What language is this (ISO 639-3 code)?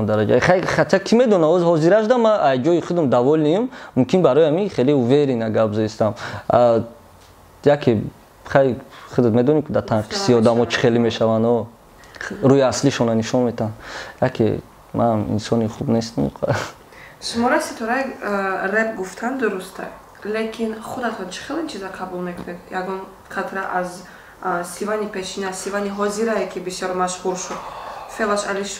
tgk